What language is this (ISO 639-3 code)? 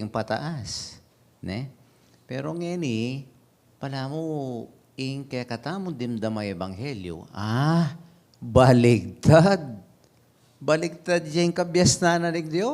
pam